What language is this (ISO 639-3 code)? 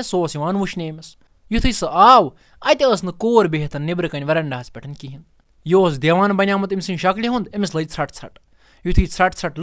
kas